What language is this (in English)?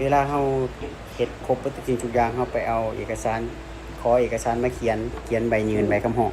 Lao